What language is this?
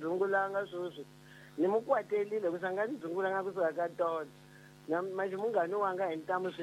Tsonga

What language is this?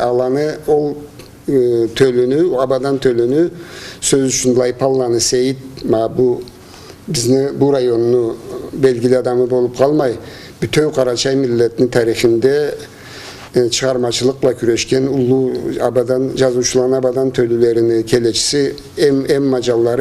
Karachay-Balkar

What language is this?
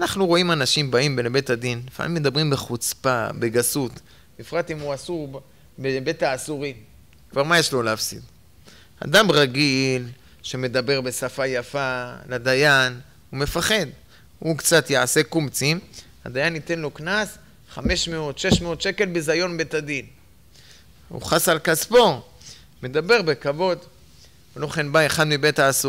Hebrew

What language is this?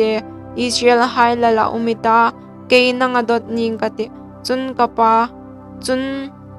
Hmar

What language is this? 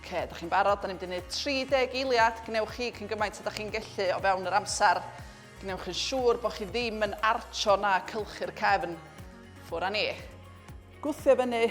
Welsh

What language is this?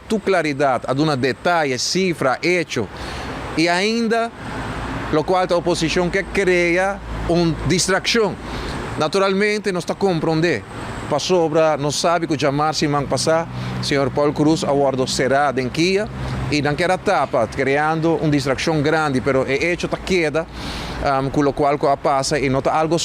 Papiamento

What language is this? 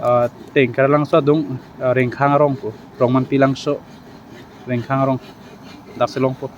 Karbi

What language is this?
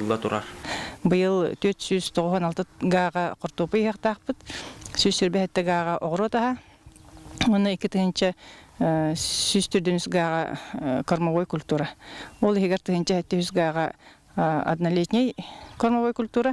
Yakut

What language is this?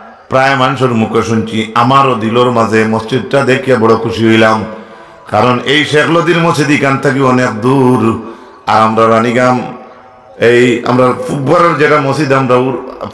Sylheti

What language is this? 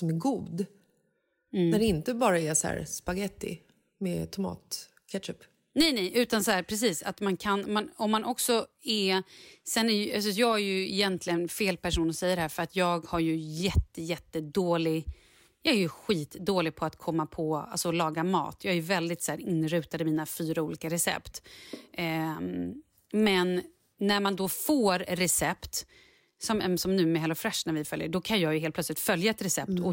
Swedish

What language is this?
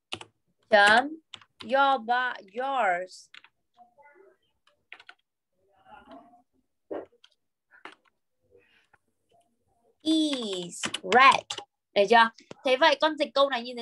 Vietnamese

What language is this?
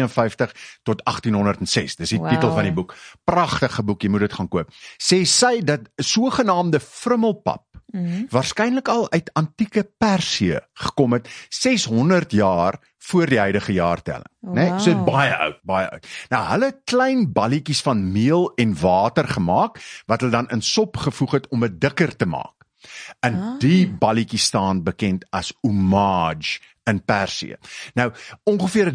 Afrikaans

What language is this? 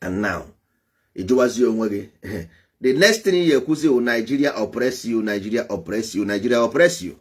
Igbo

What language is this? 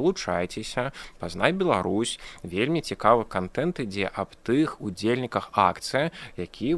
Belarusian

